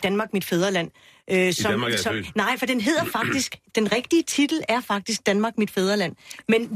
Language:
Danish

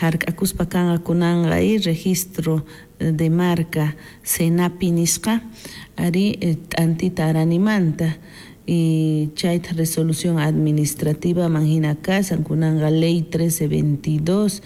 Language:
South Bolivian Quechua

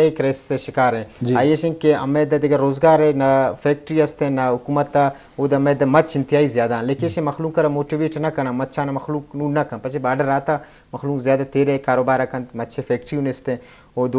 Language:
Eastern Balochi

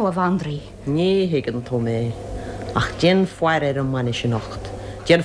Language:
Irish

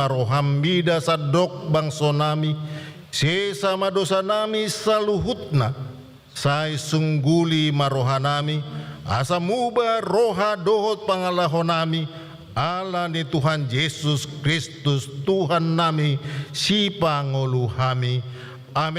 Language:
Batak Toba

